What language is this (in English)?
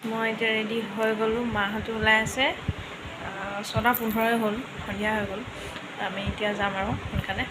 Assamese